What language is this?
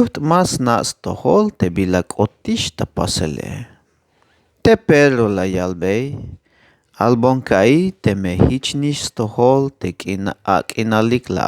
Tzeltal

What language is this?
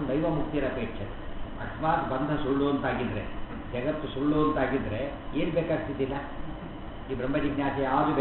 Kannada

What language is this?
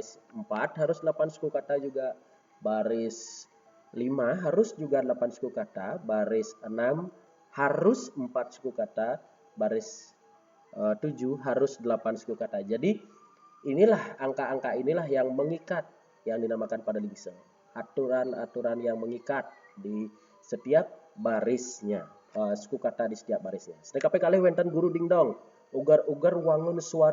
Balinese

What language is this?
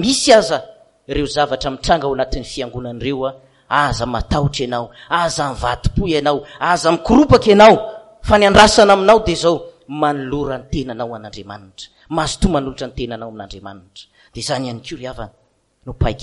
Malagasy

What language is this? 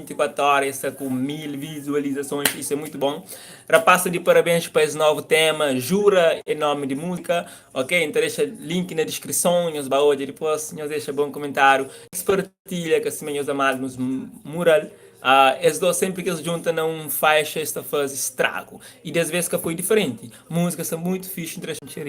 Kabuverdianu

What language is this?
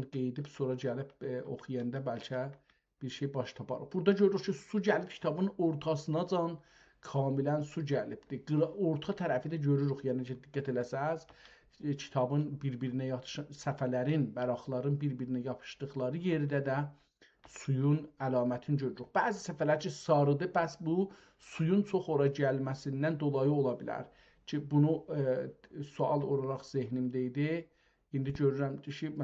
South Azerbaijani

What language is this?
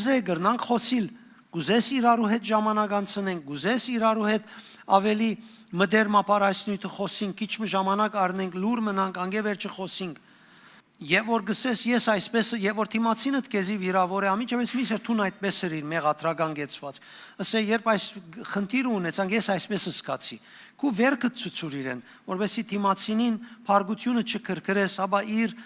Western Armenian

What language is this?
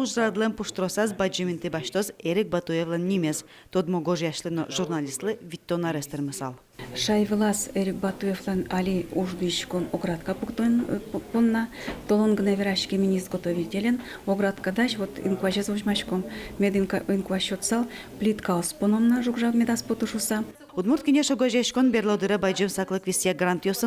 Udmurt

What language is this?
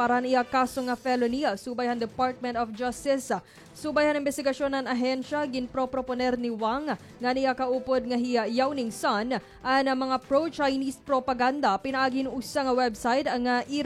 Waray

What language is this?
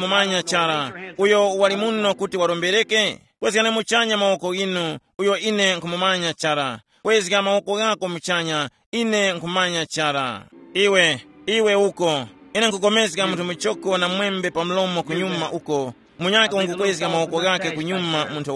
Tumbuka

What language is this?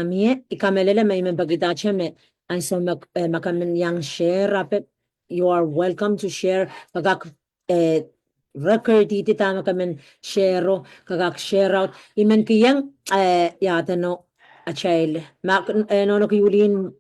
Pohnpeian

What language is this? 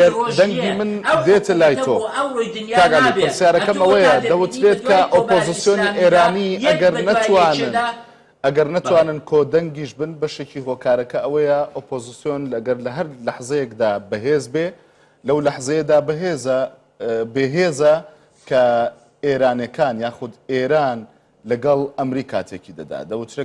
Central Kurdish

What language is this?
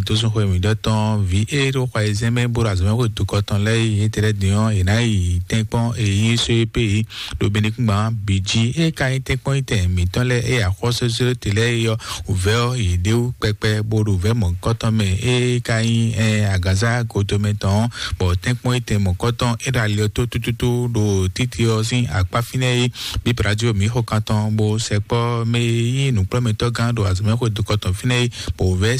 Fon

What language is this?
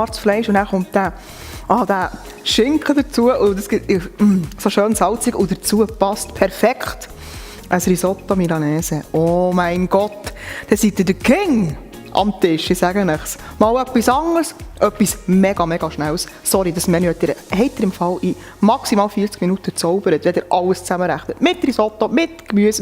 Swiss German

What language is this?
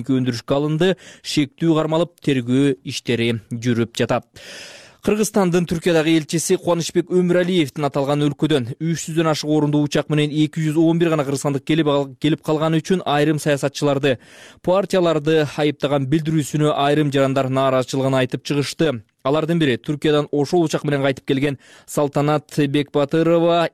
Kyrgyz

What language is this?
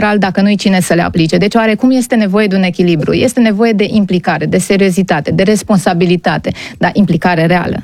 Romanian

